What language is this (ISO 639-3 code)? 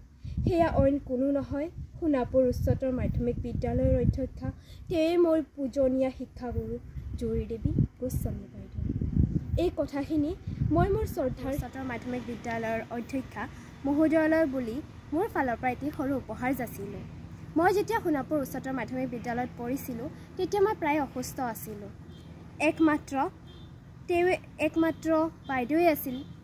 asm